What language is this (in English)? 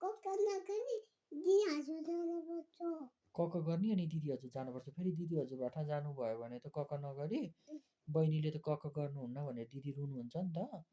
Nepali